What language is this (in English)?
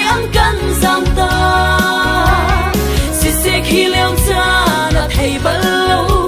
Hakha Chin